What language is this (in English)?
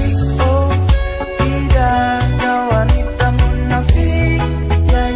Indonesian